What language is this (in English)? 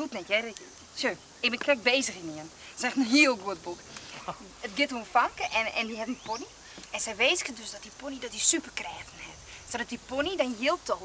Western Frisian